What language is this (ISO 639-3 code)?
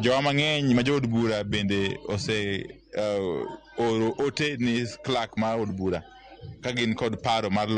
luo